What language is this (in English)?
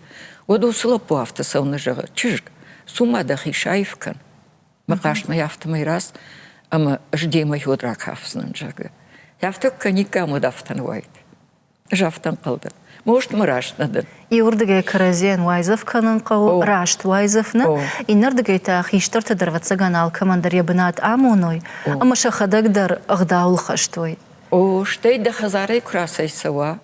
Ossetic